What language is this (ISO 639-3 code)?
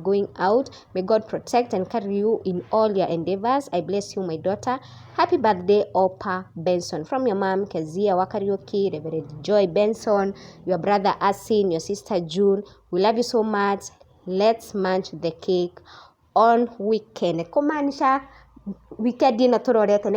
kik